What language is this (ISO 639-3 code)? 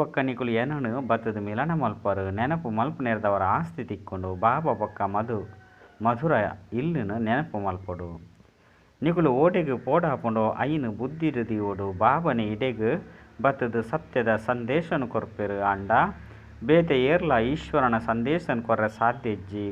tcy